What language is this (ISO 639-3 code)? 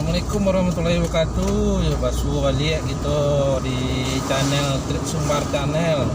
min